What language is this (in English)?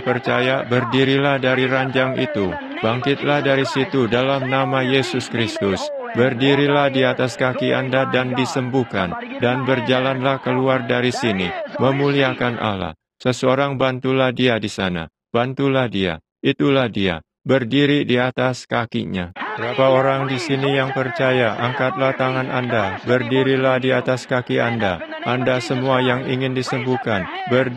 Indonesian